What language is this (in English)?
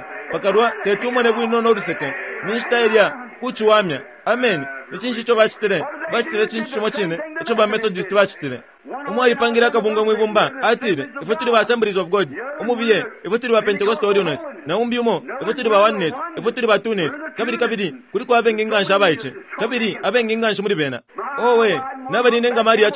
Bemba